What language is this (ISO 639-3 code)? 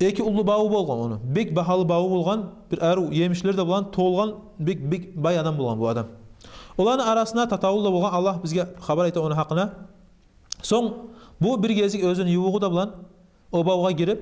kum